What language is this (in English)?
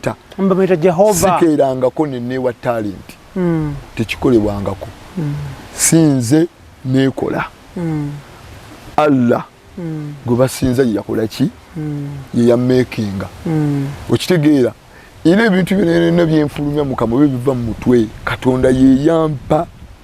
Ganda